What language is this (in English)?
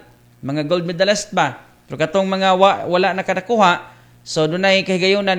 Cebuano